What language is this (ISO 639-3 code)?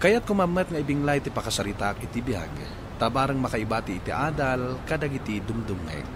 ilo